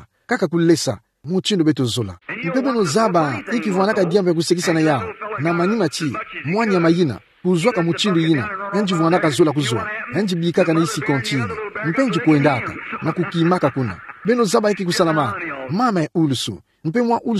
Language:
Kituba (Democratic Republic of Congo)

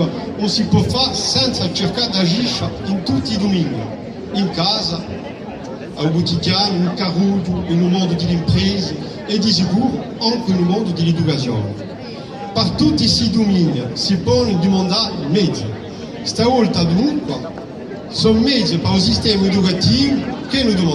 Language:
Corsican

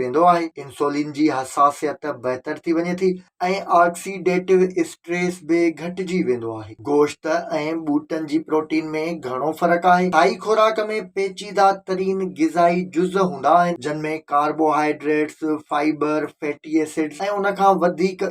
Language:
Sindhi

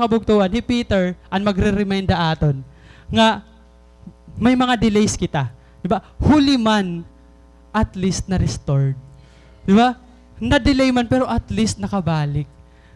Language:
Waray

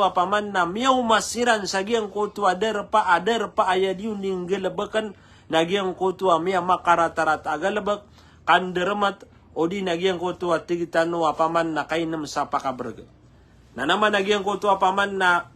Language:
Maranao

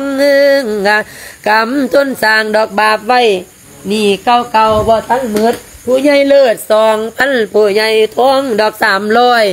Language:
Lao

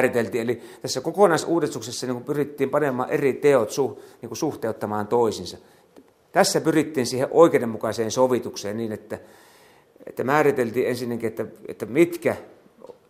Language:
Finnish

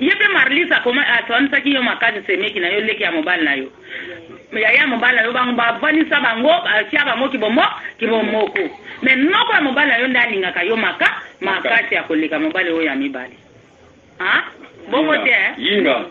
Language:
Lingala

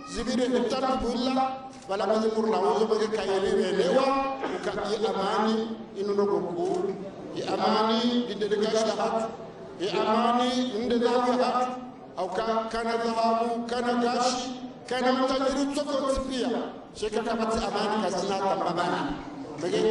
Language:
Ngazidja Comorian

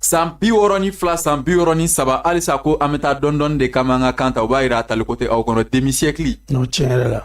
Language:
Bambara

